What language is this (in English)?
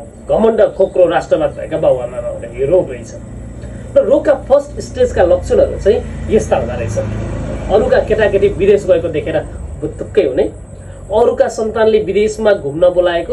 Nepali